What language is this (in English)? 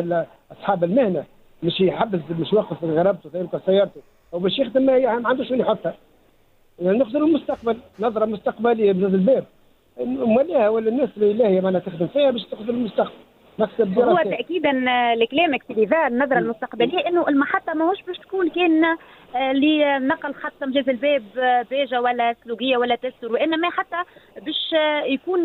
Tunisian Arabic